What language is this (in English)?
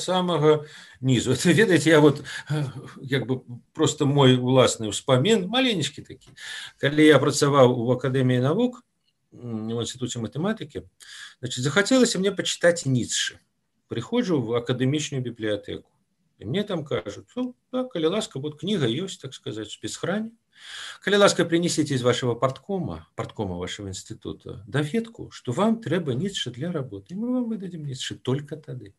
Belarusian